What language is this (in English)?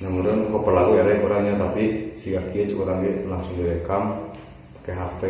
Sundanese